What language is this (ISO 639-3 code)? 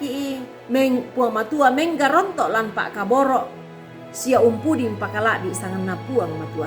sda